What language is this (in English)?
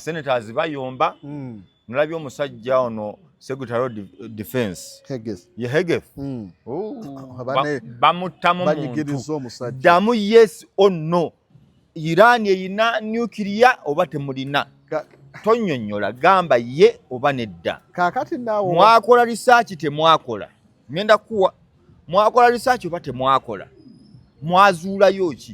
Ganda